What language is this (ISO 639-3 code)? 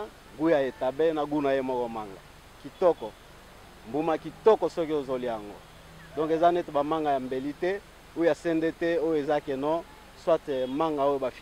lin